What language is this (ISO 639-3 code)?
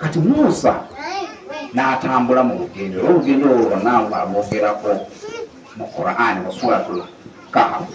lug